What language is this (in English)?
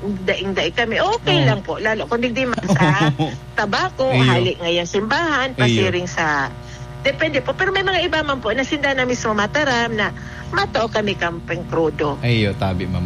Bikol